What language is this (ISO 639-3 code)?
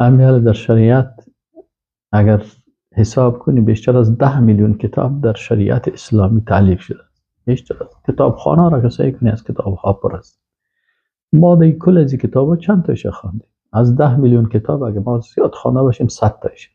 fas